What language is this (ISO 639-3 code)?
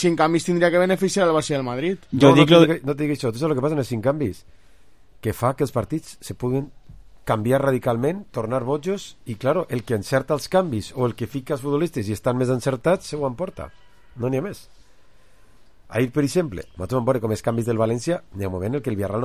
cat